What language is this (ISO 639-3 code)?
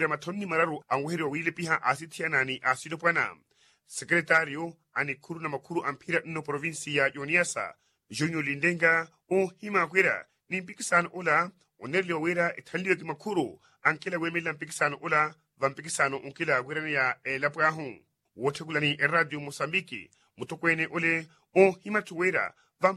vmw